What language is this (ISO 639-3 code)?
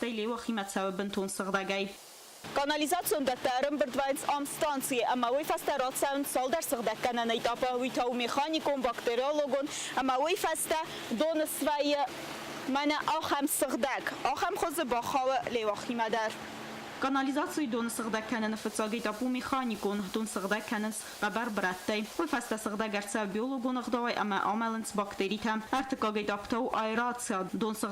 oss